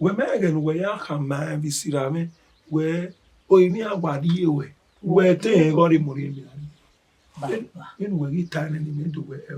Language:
Bini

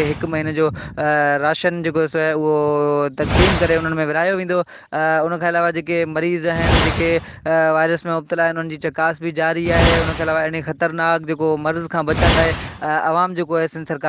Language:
Sindhi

